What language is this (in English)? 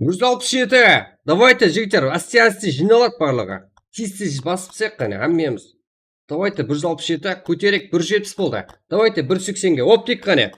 Kara-Kalpak